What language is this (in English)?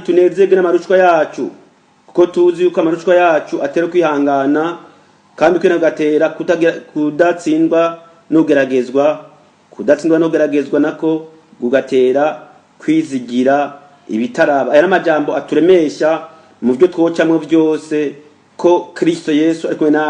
Rundi